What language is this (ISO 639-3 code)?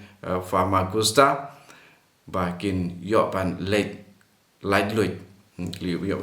kha